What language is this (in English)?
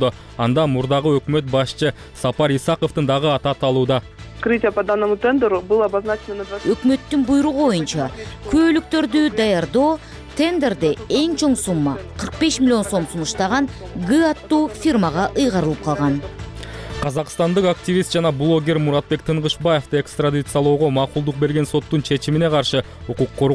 Kyrgyz